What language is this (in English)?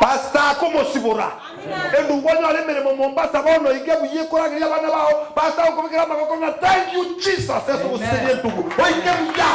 Gusii